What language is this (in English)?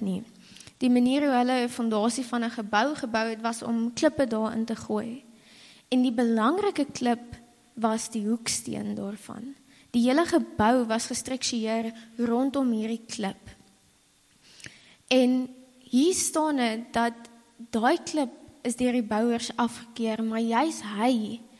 Afrikaans